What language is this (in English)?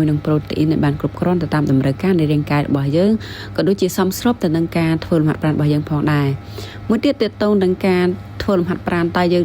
Khmer